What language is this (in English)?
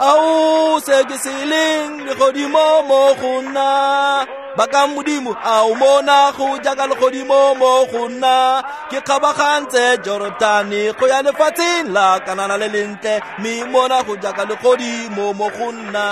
Tswana